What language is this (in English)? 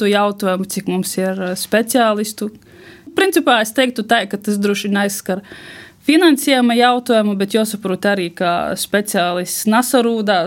Latvian